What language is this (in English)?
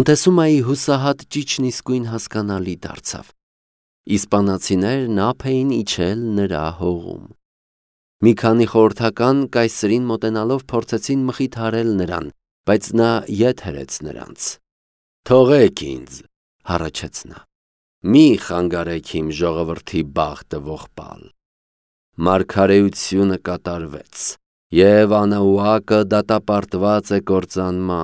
Armenian